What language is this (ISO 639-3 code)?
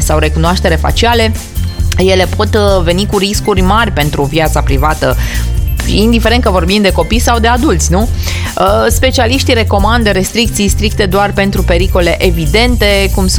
ron